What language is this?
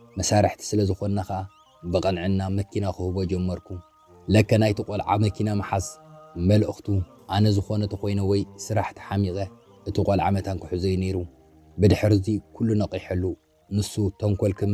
Tigrinya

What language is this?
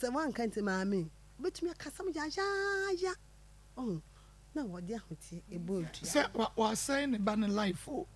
Akan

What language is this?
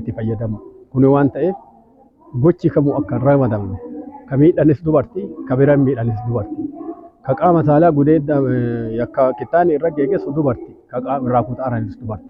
Oromo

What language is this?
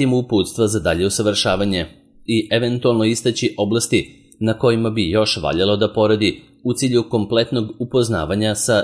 Serbian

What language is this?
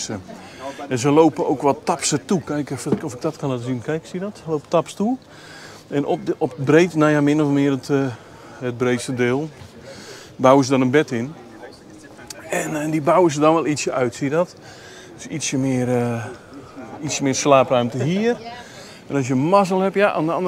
Dutch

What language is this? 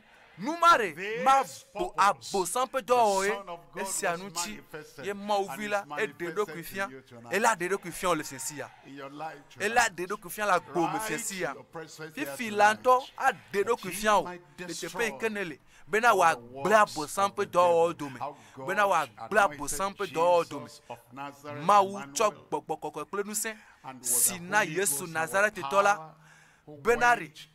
Ewe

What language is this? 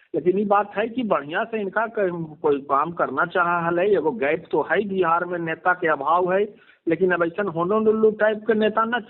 Magahi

